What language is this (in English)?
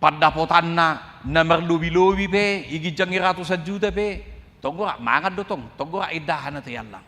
Batak Toba